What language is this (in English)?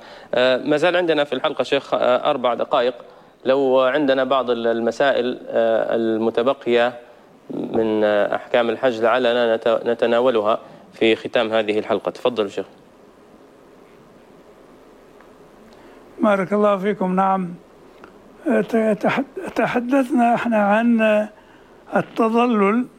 Arabic